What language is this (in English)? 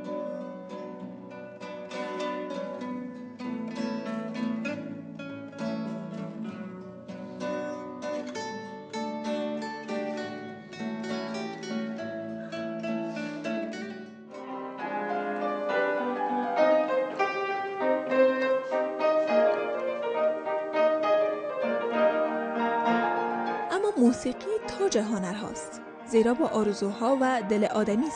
Persian